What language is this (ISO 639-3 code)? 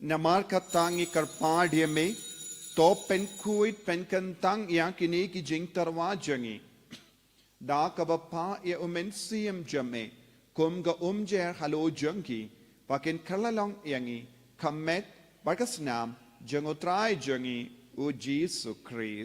kha